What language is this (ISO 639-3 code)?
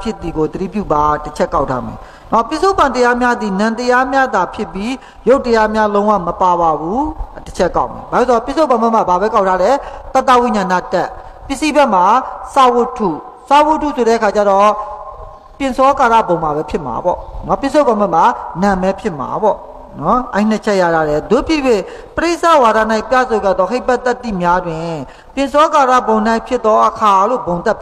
mya